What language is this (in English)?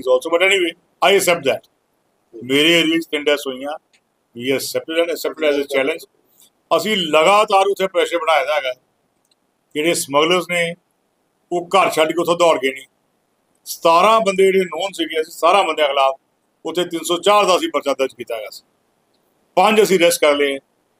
Punjabi